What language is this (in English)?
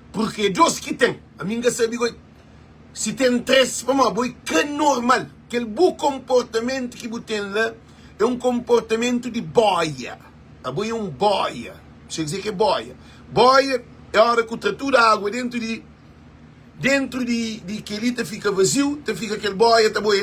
Kabuverdianu